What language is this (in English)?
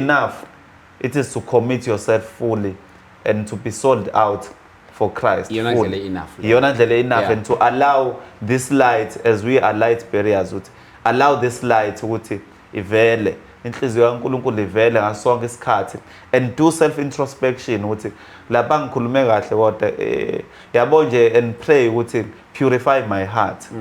Zulu